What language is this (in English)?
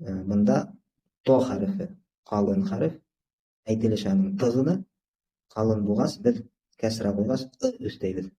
Bashkir